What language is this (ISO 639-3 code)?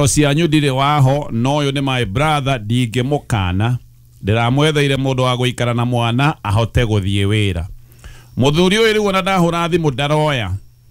kik